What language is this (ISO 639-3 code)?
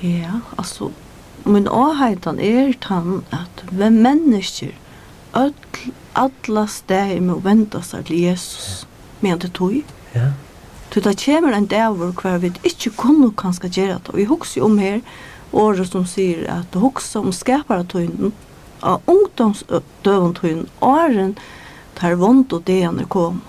fao